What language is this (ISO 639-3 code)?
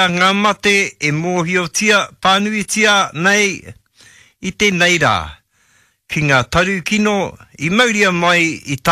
mri